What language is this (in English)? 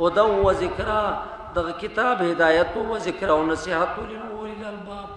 Pashto